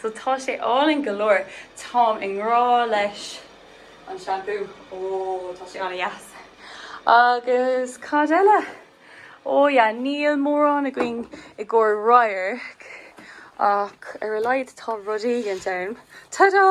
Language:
Irish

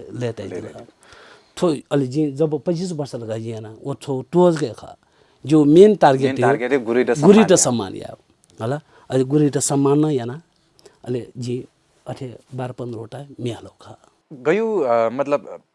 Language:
Newari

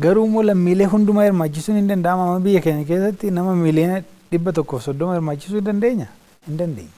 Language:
Oromo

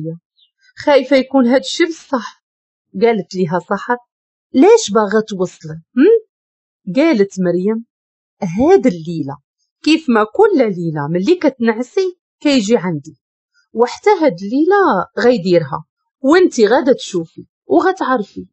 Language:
Moroccan Arabic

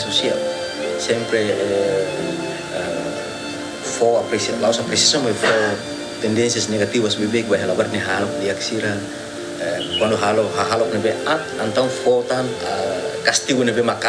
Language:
Tetum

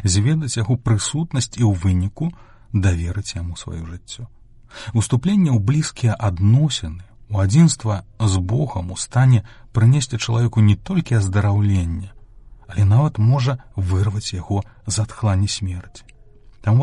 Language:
Belarusian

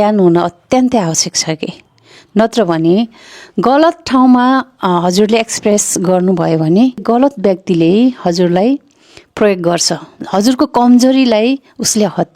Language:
Nepali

